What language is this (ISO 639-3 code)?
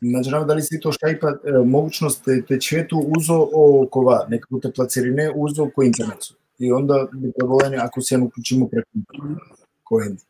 rmn